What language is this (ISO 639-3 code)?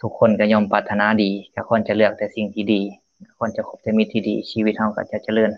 lao